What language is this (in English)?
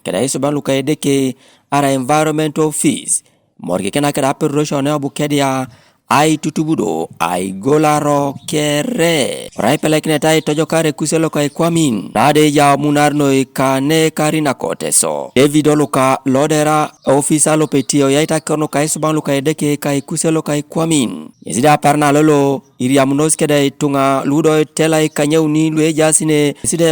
Teso